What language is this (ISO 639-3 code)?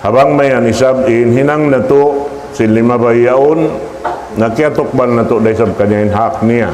tsg